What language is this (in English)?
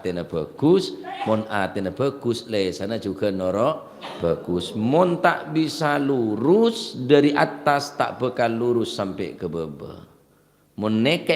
Madurese